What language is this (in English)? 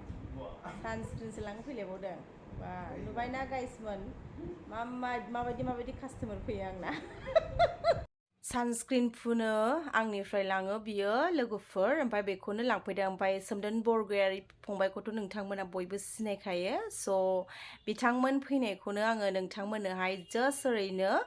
Bodo